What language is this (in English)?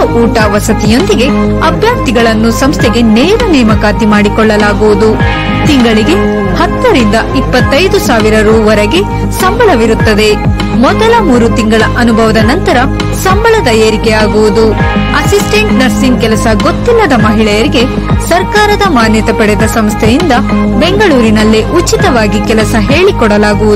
Kannada